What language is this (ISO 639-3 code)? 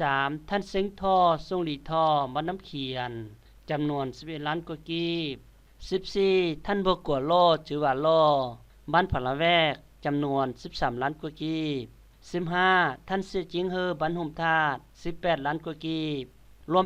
lao